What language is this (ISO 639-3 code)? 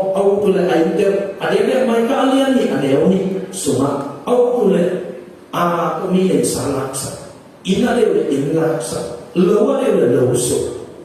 ctd